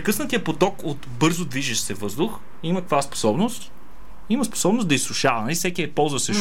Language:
Bulgarian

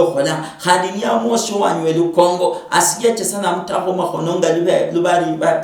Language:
Luyia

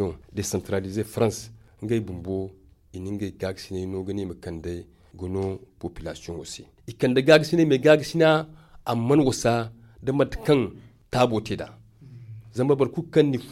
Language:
Zarma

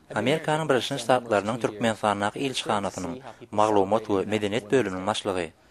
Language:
Turkmen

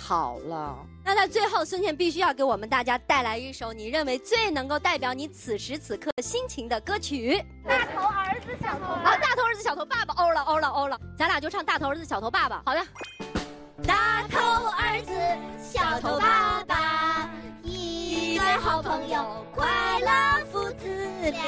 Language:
Chinese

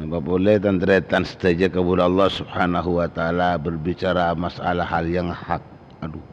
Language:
Madurese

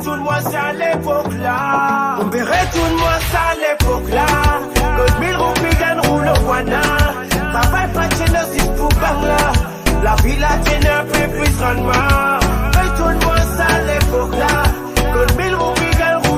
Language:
Morisyen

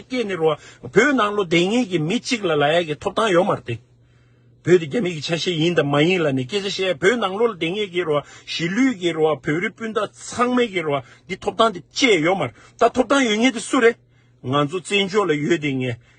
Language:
Tibetan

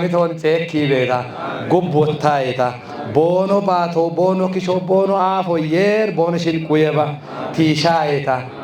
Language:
Kafa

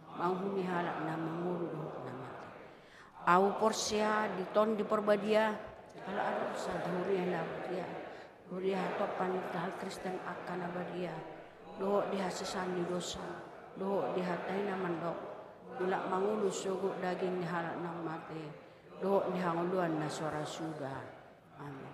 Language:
Batak Toba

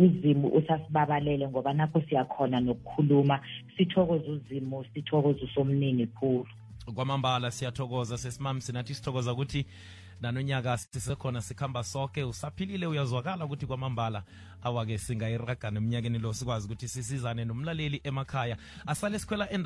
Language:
South Ndebele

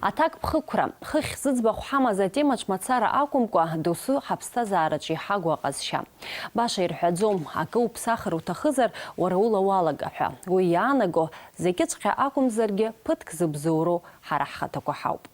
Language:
Abkhazian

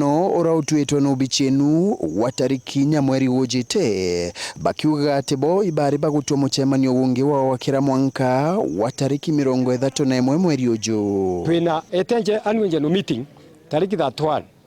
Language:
Meru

